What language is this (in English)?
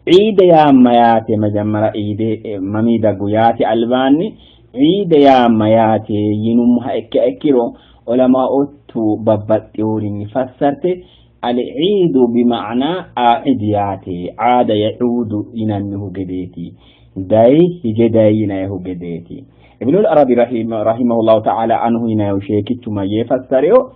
Sidamo